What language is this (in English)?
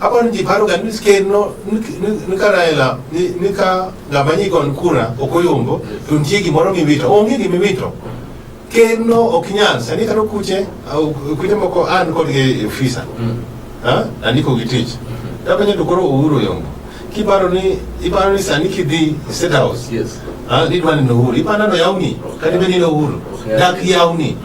Luo (Kenya and Tanzania)